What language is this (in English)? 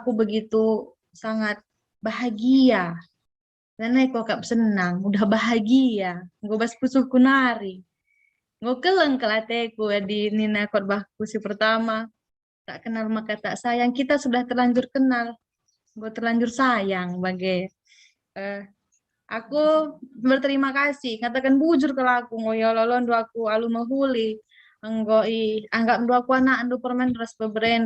Batak Karo